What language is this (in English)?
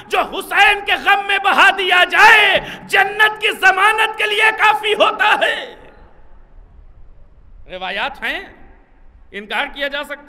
Urdu